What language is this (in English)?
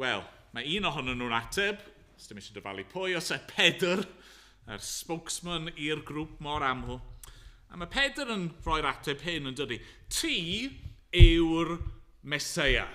Welsh